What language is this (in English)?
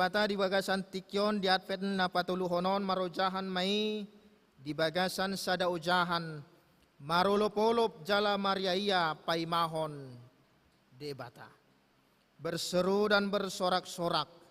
Batak Toba